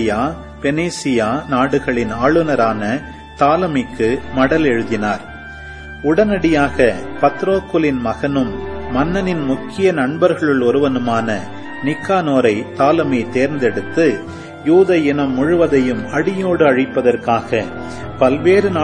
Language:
Tamil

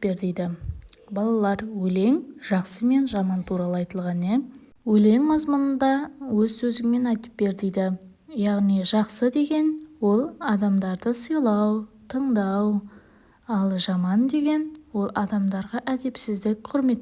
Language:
Kazakh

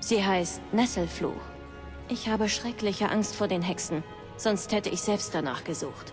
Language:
Bavarian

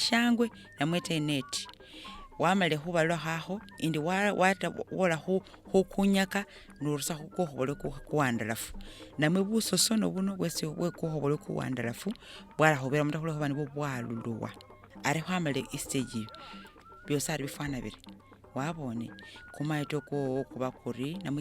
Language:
Masaaba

